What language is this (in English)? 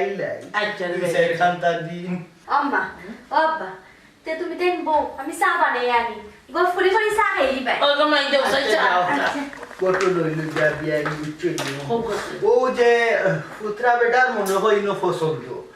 Sylheti